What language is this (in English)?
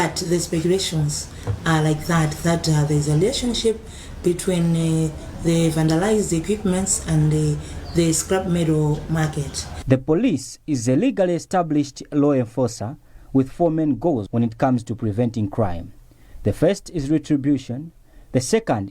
English